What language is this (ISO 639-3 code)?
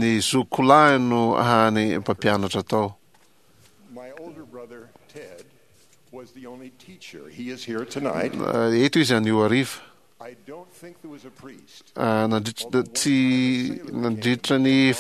mlg